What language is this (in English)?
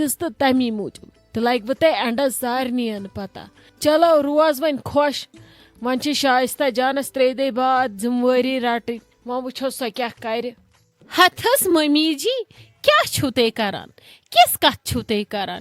Kashmiri